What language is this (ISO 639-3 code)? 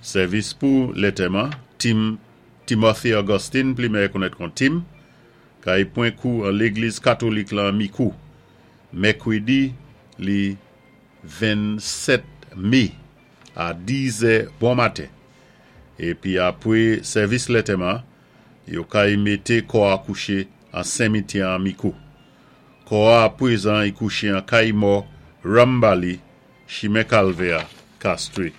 acf